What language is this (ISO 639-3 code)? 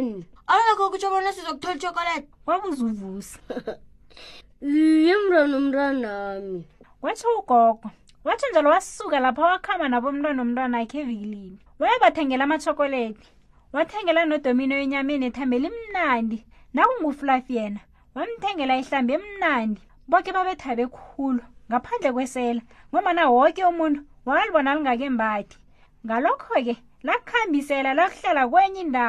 nbl